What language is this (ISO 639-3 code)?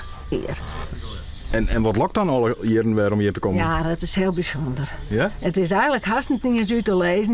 fry